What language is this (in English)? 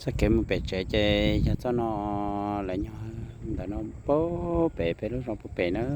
Hmong